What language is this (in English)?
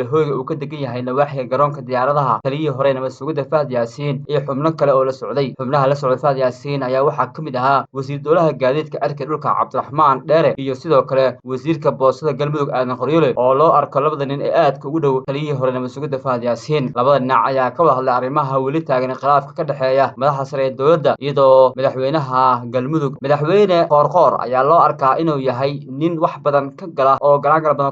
Somali